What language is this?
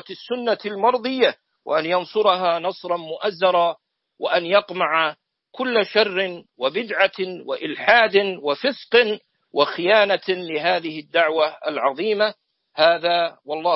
Arabic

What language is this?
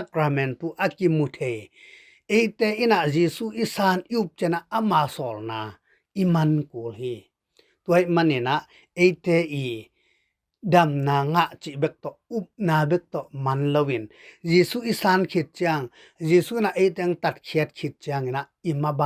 Tedim Chin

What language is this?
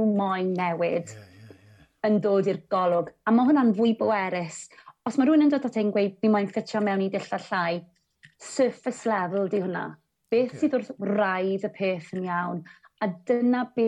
Welsh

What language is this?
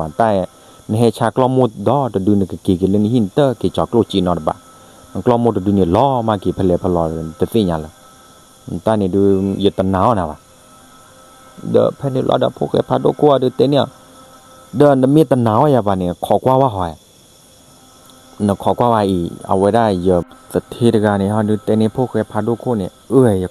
S'gaw Karen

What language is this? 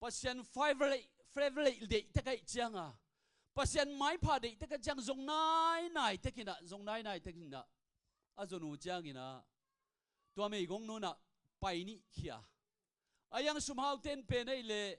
Tedim Chin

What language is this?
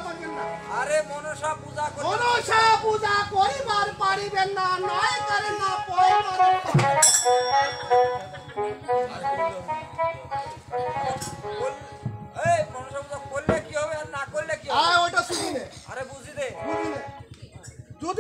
Bangla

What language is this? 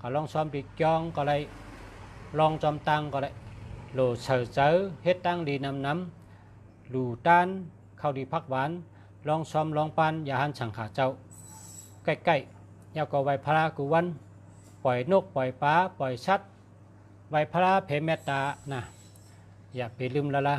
Shan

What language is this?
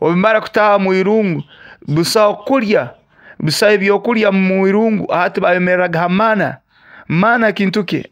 Nyoro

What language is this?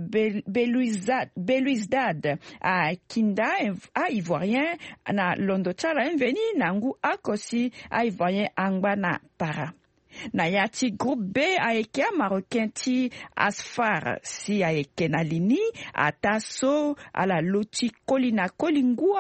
Sango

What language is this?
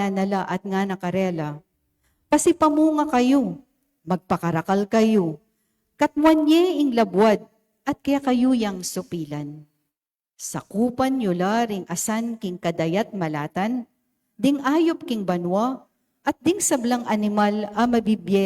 Pampanga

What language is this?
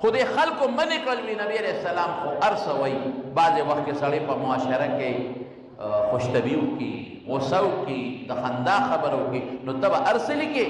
Pashto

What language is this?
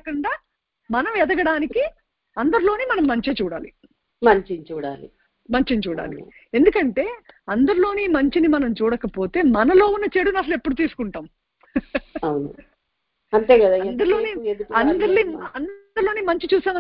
Telugu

